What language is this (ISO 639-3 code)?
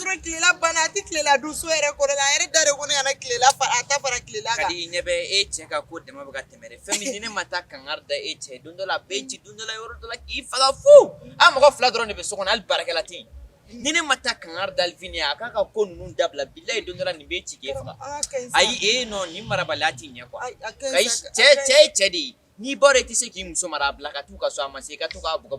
bam